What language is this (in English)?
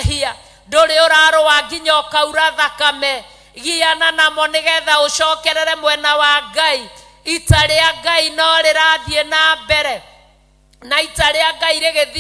Kikuyu